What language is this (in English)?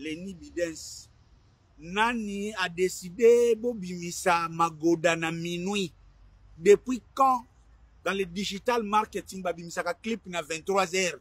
Lingala